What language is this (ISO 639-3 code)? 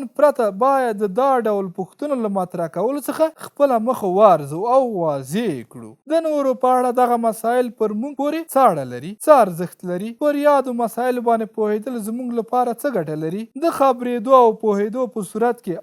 pus